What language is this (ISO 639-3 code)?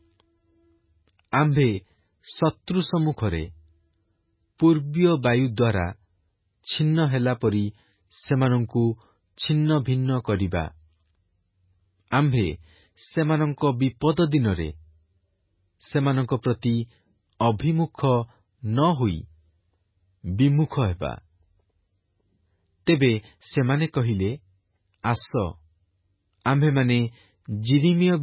ori